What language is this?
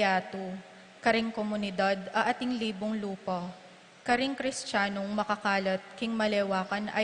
Pampanga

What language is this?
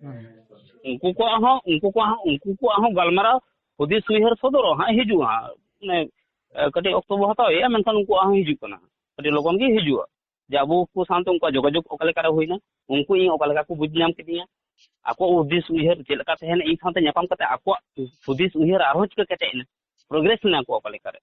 Santali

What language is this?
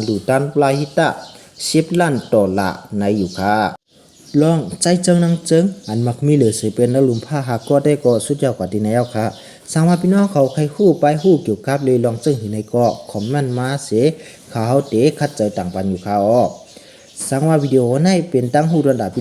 Shan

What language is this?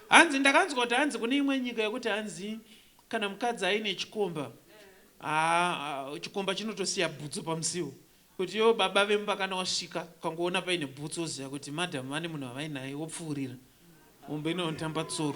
Shona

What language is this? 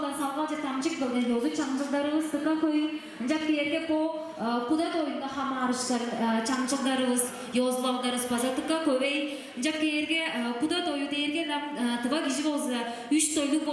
Tuvinian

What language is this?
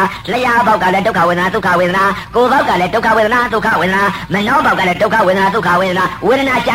Burmese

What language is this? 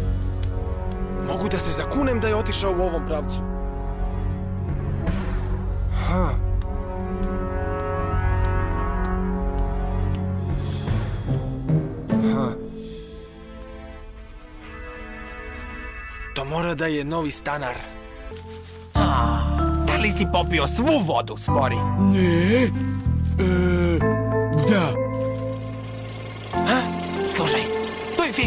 Serbian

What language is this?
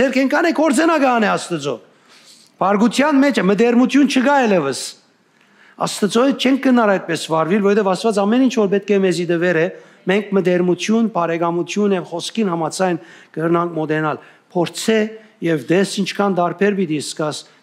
Western Armenian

